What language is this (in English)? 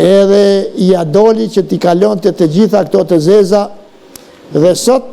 Albanian